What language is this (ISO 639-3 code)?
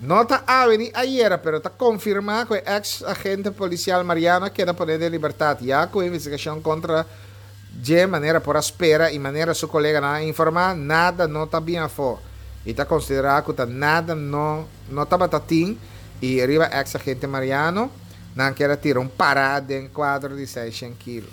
pap